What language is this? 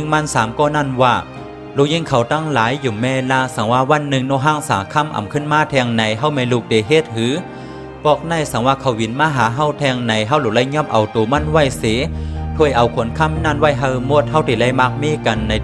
Shan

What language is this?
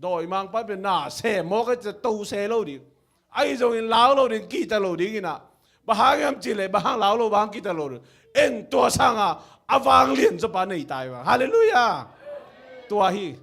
Tedim Chin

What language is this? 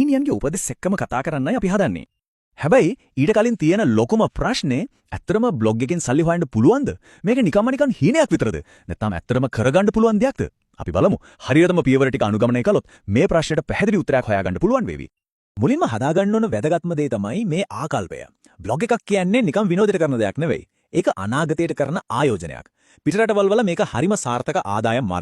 Sinhala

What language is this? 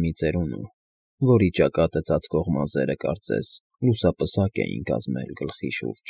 Armenian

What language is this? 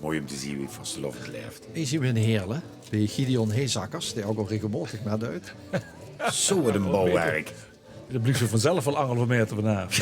Limburgish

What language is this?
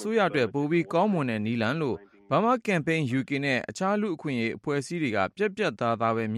Burmese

